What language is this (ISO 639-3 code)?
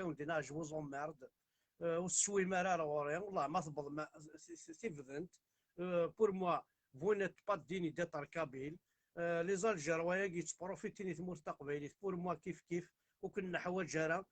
kab